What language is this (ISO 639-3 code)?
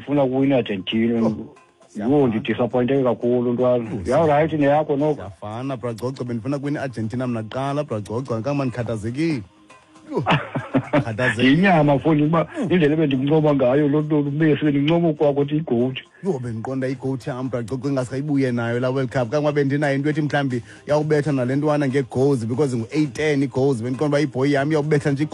xho